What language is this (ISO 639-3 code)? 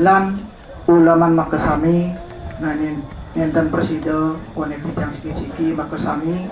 ban